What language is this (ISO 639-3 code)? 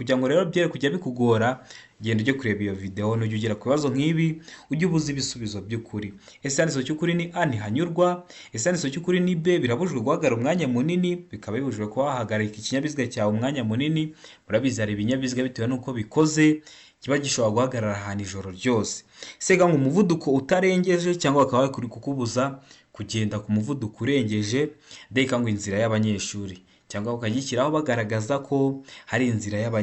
kin